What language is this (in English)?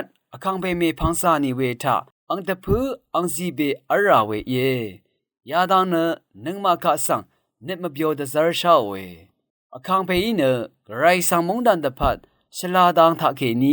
Rawang